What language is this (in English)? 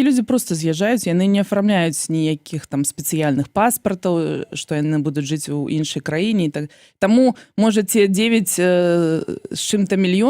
Belarusian